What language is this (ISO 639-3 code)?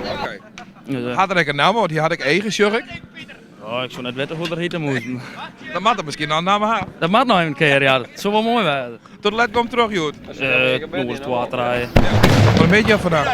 fry